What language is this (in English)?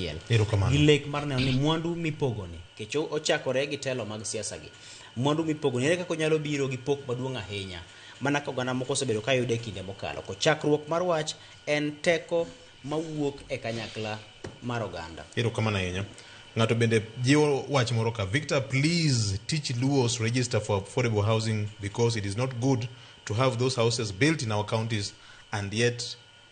Luo (Kenya and Tanzania)